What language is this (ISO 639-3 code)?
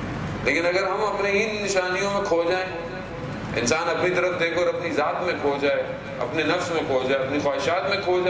urd